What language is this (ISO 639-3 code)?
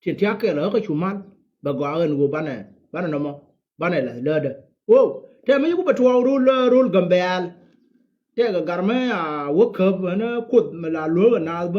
nus